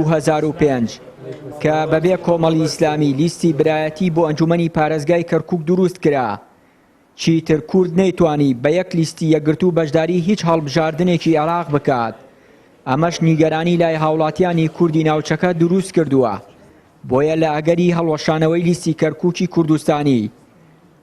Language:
Central Kurdish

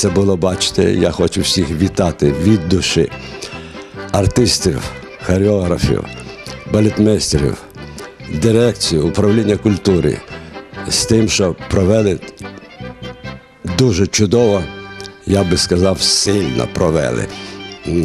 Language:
Ukrainian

